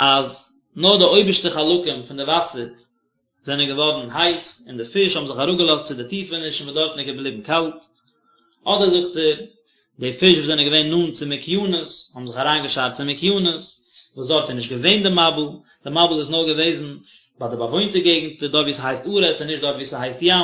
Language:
Yiddish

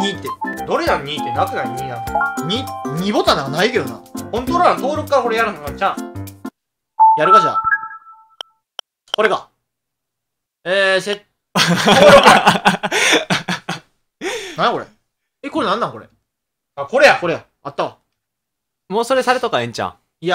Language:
Japanese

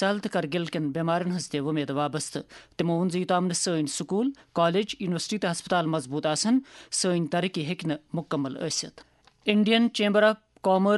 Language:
Kashmiri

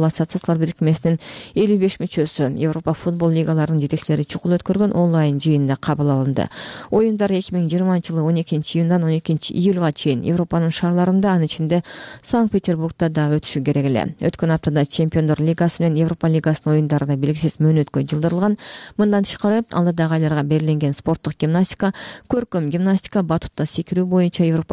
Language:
Kyrgyz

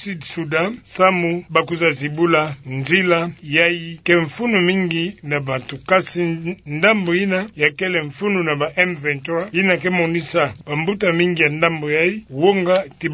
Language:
Kituba (Democratic Republic of Congo)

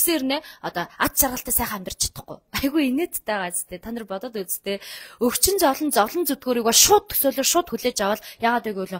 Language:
Mongolian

